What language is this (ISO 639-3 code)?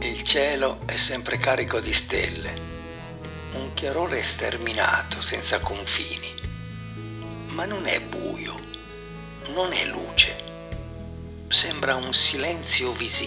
ita